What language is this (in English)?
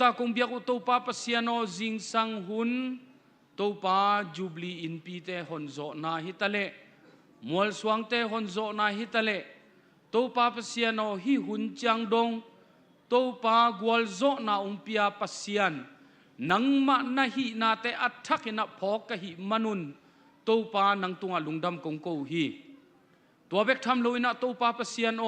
Tedim Chin